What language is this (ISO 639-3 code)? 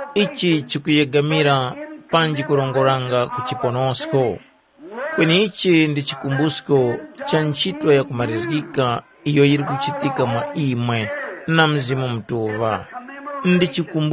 tum